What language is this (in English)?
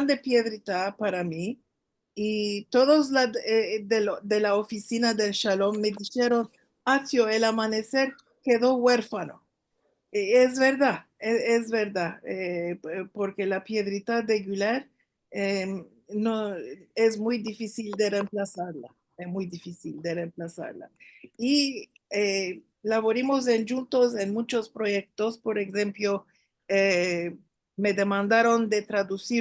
Ladino